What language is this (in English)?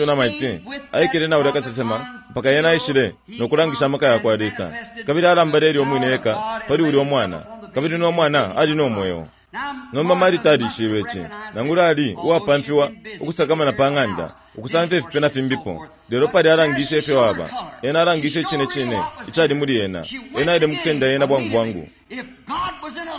Bemba